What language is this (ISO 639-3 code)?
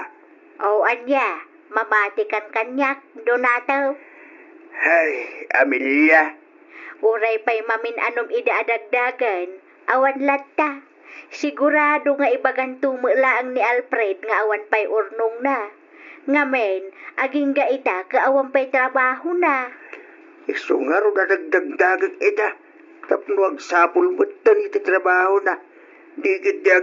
ilo